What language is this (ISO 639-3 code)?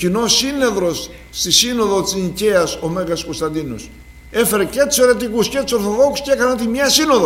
ell